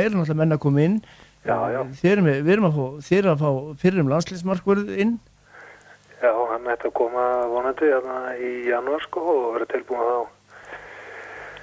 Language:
Icelandic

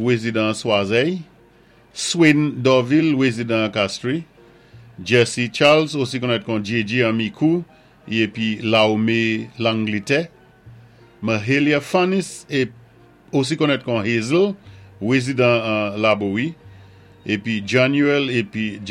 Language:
Saint Lucian Creole French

